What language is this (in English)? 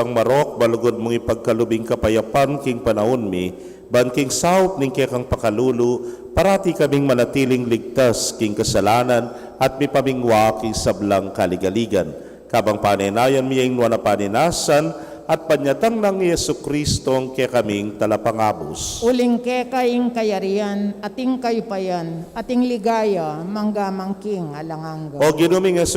Pampanga